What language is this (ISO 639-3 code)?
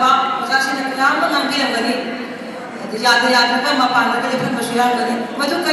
mni